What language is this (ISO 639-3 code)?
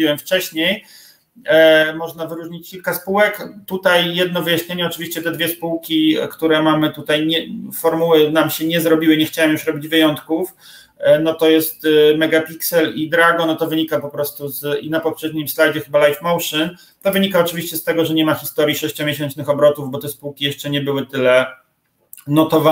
pol